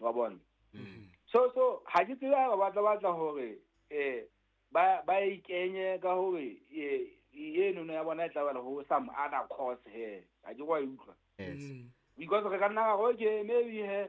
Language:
Southern Sotho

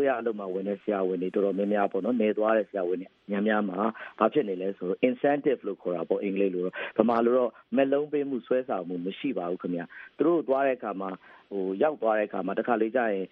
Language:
Burmese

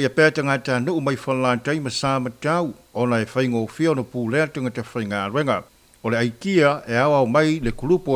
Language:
Samoan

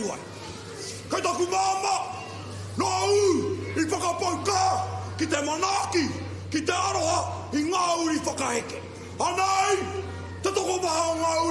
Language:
Māori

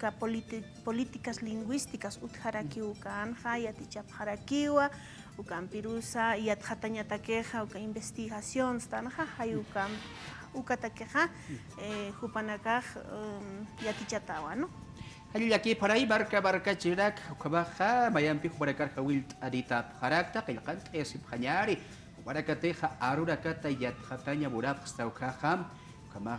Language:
Aymara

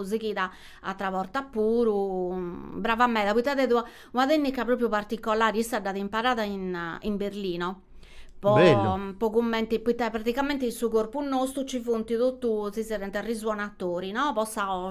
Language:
Sardinian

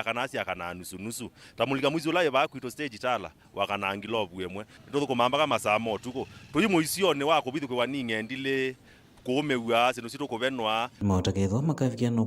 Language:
Kamba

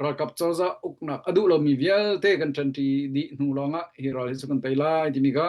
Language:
Hakha Chin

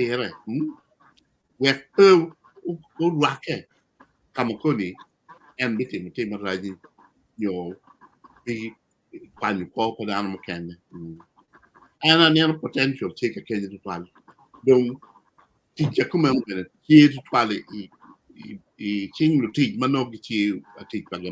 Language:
Acoli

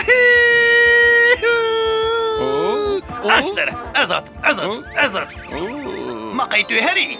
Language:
Kurdish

